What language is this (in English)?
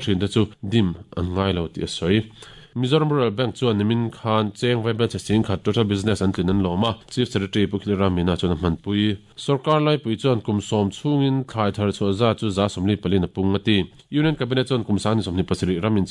Mizo